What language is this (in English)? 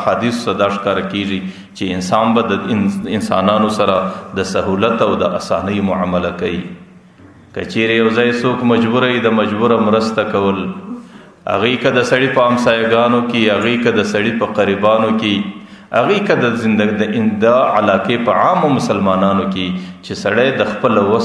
Pashto